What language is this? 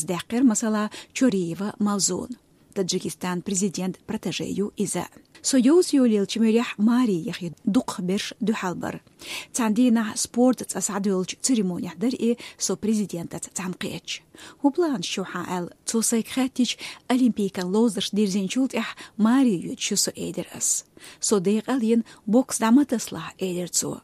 Chechen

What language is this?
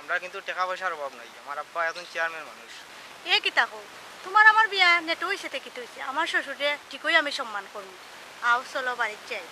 Sylheti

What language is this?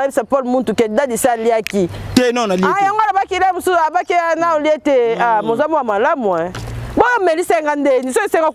Lingala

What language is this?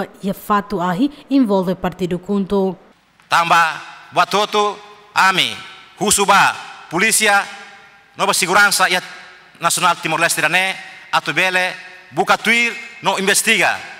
Tetum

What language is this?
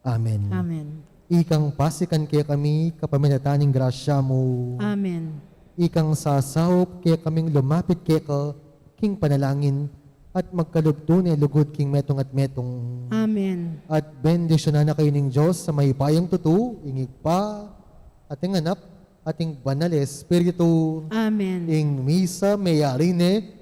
Pampanga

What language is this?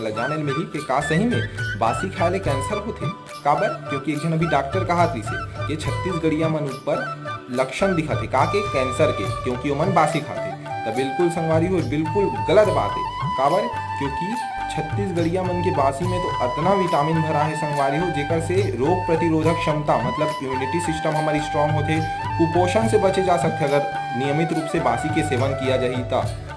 Chhattisgarhi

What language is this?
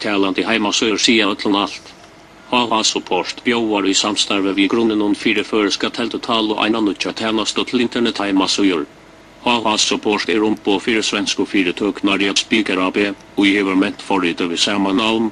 Faroese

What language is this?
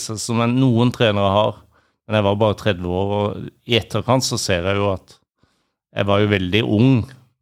Norwegian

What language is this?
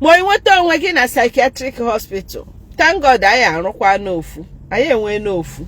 Igbo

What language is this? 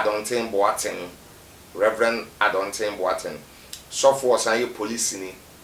Akan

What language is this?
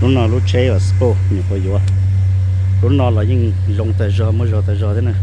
Hmong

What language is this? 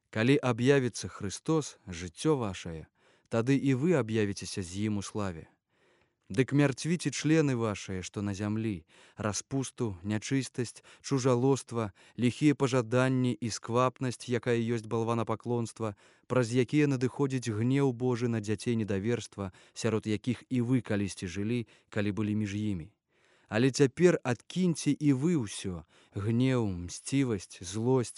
Belarusian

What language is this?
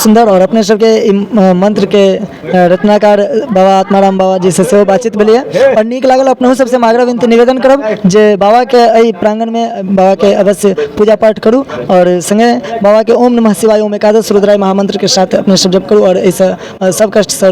Maithili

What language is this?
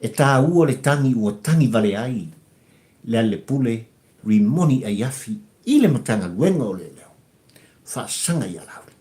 Samoan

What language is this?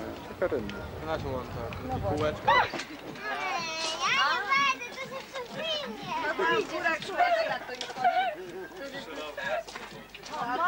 Polish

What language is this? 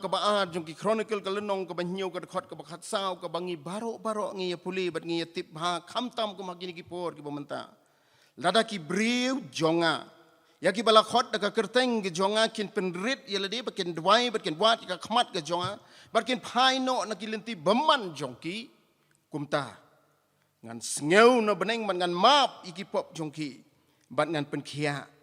Khasi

